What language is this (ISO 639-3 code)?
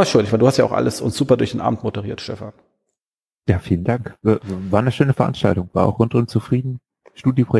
deu